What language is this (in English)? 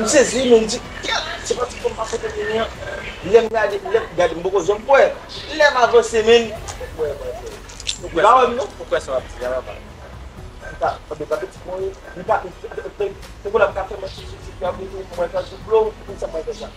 Haitian Creole